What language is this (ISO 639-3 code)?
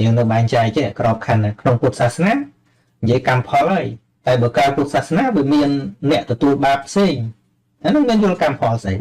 khm